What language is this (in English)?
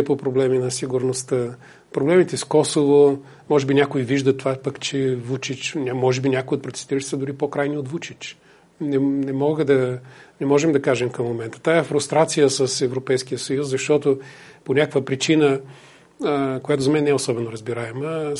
Bulgarian